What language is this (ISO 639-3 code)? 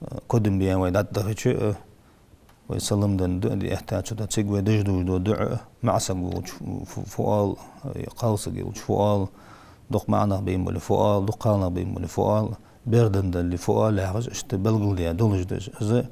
inh